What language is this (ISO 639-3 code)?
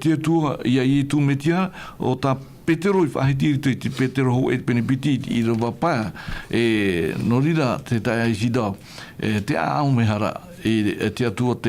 tah